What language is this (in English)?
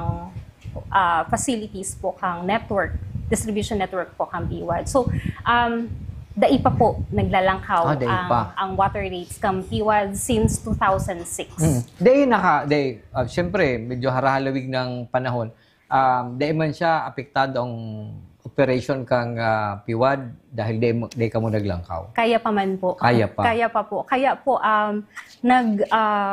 Bikol